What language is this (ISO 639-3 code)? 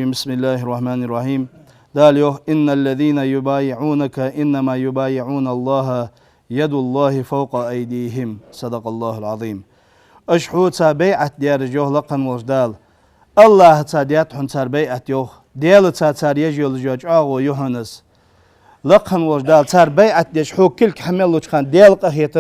inh